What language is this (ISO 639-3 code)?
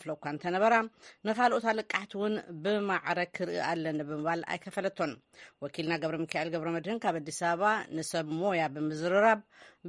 tir